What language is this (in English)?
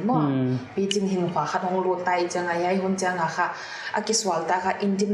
Paite Chin